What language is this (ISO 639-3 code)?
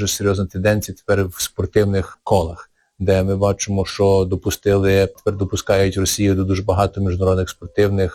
ukr